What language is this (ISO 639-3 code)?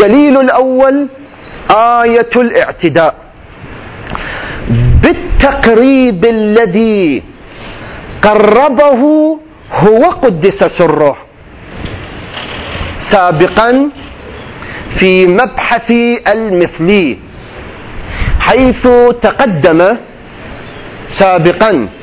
ara